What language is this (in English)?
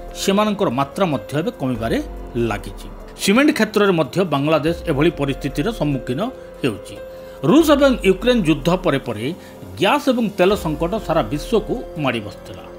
Odia